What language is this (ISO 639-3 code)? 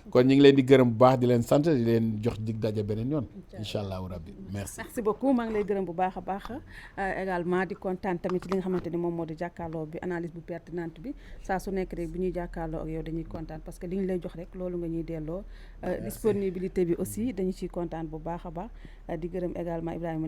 wol